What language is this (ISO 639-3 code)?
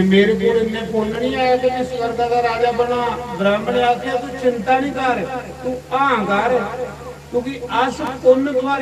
doi